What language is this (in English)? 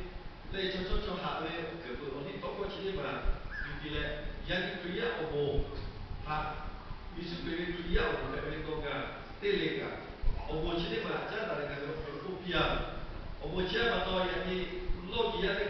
Lahu